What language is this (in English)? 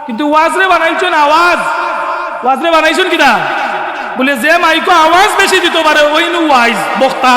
Sylheti